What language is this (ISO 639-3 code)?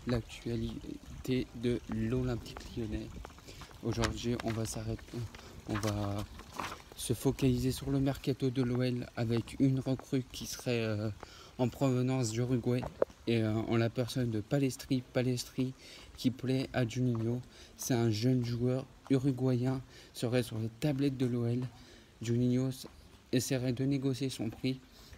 fra